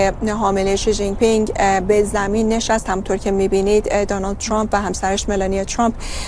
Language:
Persian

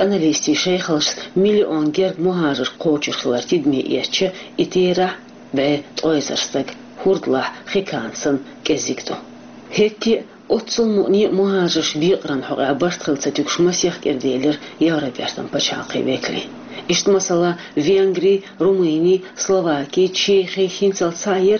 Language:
Chechen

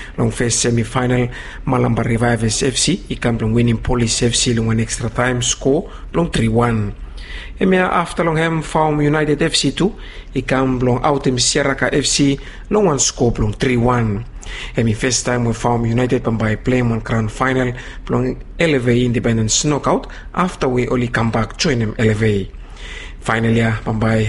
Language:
Bislama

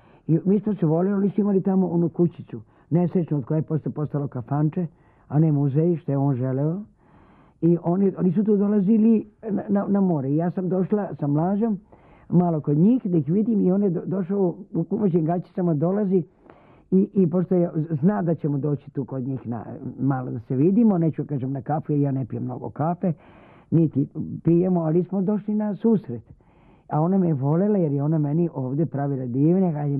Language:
Serbian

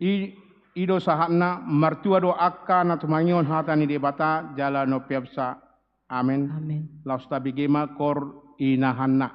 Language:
Batak Toba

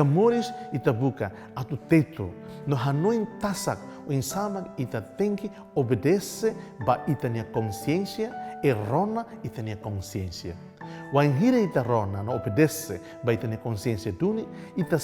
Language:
Tetum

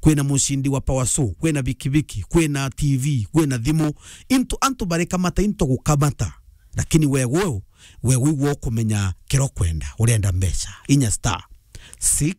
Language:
Meru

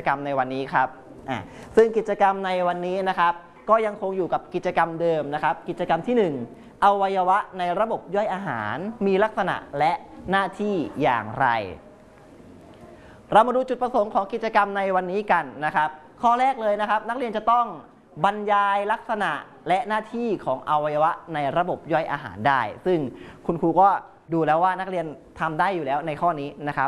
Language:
Thai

